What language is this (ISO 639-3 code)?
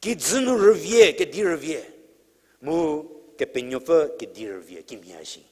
njm